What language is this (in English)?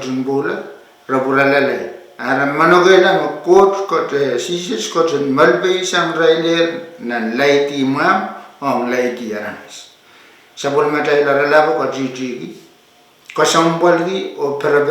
Pohnpeian